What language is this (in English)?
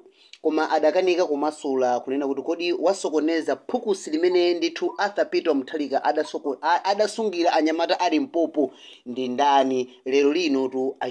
Nyanja